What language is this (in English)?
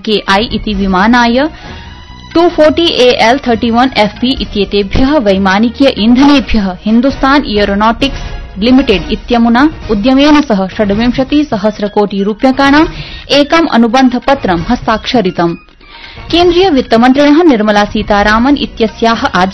Sanskrit